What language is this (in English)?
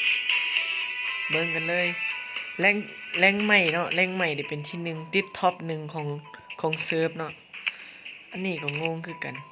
Lao